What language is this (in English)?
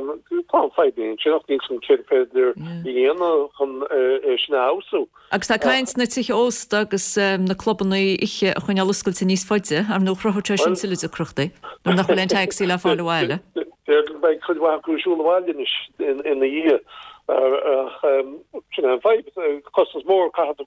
Irish